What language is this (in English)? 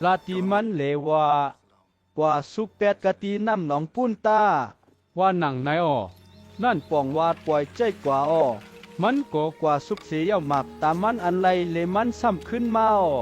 Shan